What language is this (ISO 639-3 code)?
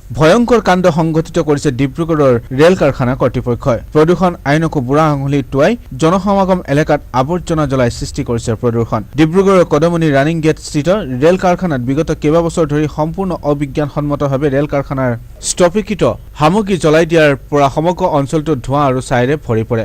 asm